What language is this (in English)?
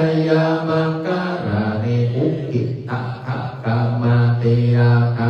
Pali